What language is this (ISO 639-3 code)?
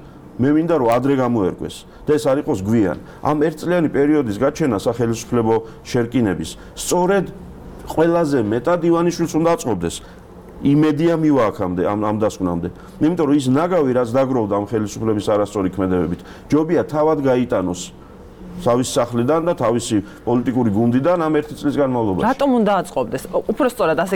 kat